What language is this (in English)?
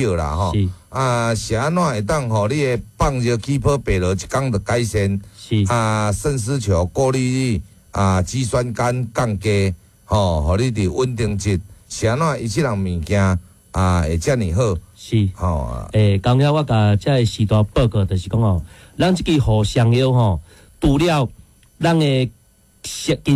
Min Nan Chinese